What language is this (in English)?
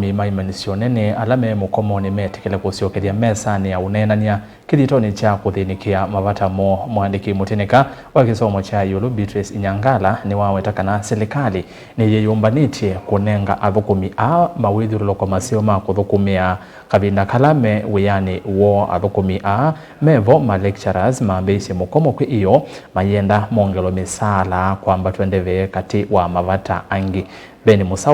Kamba